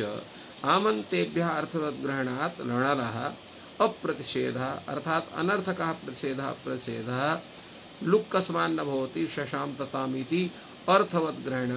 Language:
Sanskrit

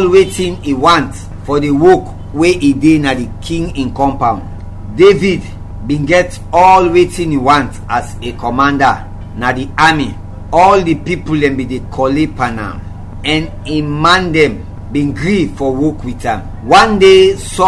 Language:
Krio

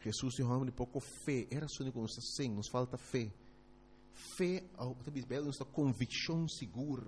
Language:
Papiamento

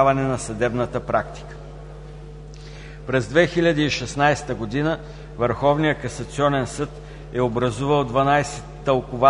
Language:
Bulgarian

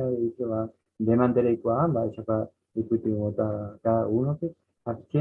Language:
Guarani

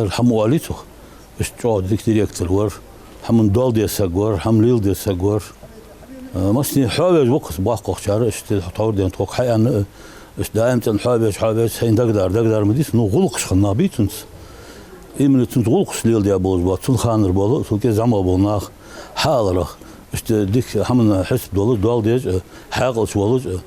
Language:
Ingush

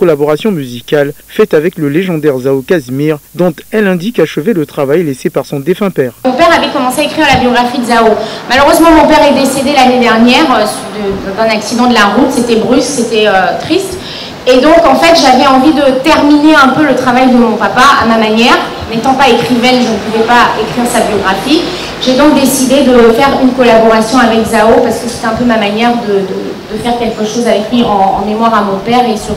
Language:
French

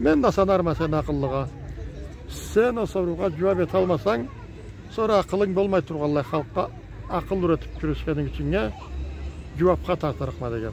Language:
Karachay-Balkar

